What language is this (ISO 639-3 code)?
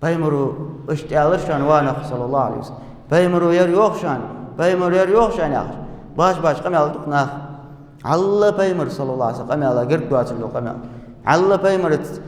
inh